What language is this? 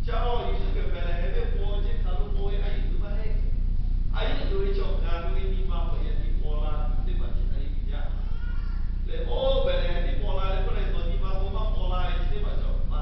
Lahu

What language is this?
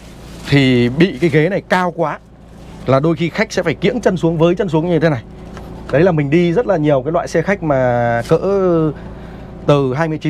Vietnamese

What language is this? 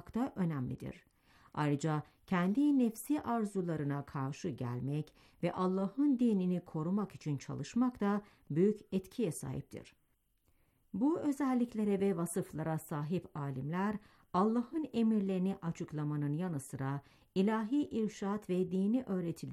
Turkish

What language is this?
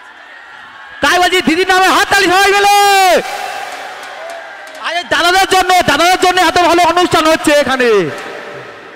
Bangla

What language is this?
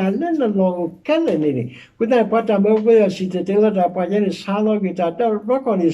S'gaw Karen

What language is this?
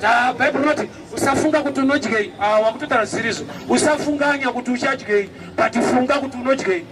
Shona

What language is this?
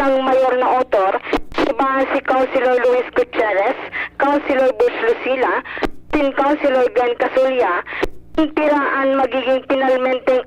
Bikol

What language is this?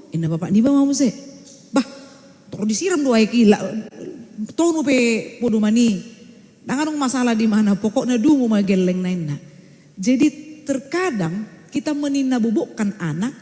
Batak Toba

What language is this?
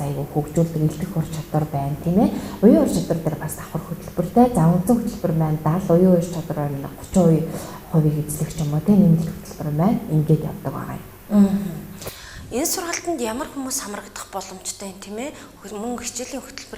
Mongolian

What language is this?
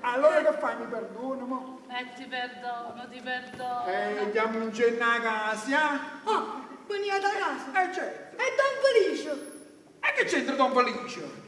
Neapolitan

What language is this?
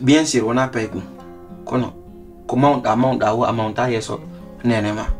Pular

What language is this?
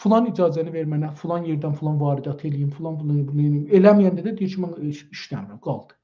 South Azerbaijani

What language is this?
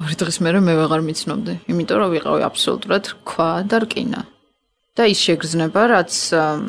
Georgian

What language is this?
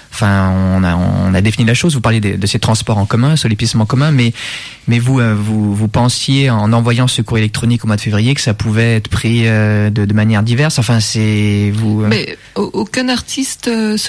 French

